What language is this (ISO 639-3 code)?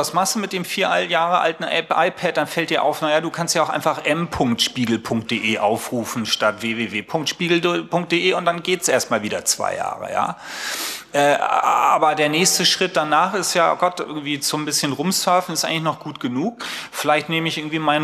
deu